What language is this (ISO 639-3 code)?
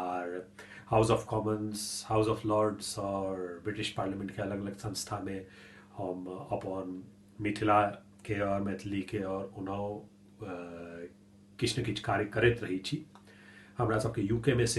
mai